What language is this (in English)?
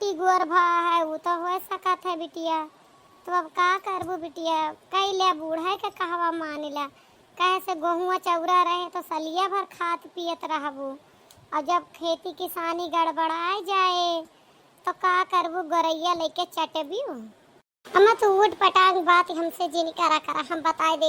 Awadhi